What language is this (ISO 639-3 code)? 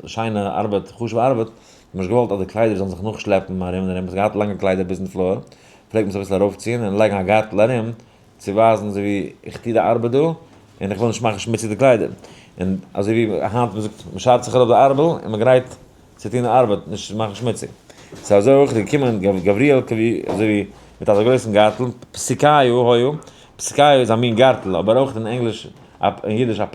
yid